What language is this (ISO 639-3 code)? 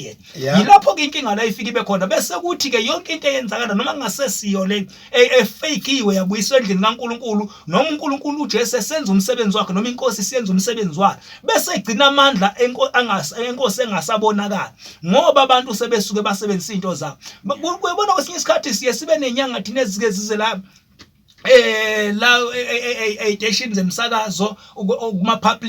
zul